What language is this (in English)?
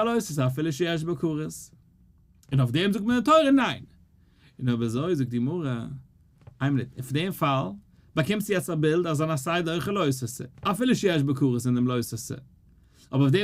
Yiddish